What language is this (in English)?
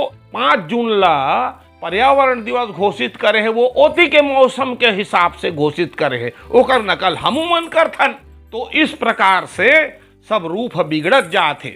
Chhattisgarhi